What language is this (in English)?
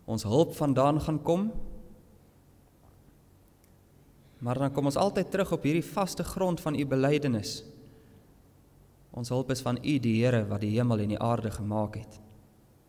Afrikaans